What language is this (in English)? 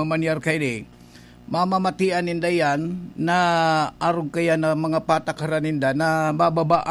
Bikol